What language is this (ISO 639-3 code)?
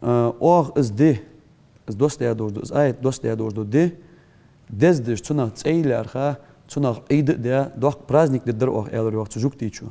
inh